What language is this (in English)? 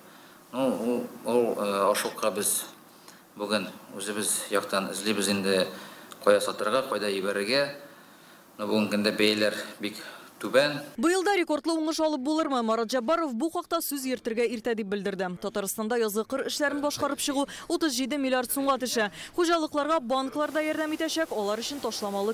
Tatar